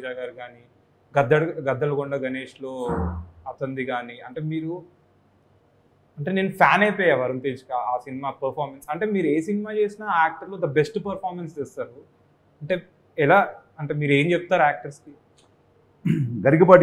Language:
Telugu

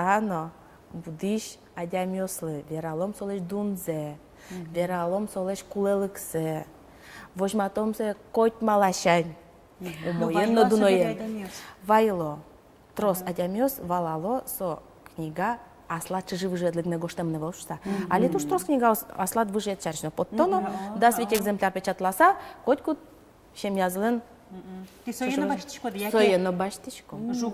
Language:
Udmurt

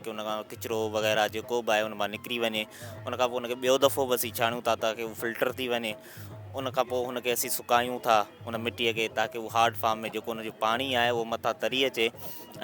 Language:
Sindhi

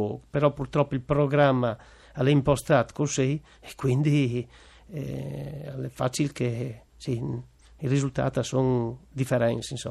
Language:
Friulian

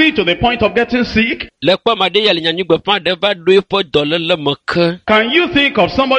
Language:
Ewe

